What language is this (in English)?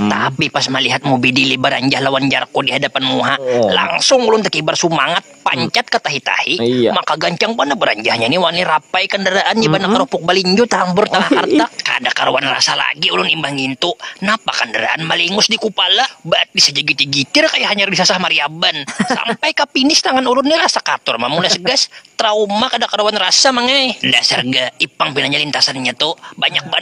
Banjar